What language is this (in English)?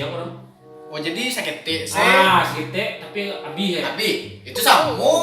Minangkabau